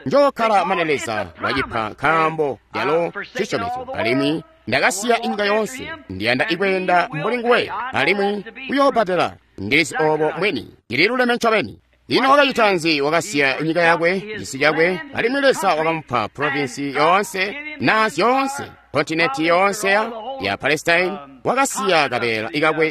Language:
Tonga (Zambia)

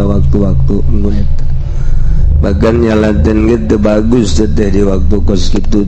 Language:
Sundanese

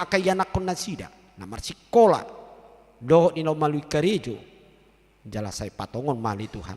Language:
Batak Toba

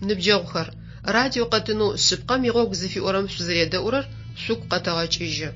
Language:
Adyghe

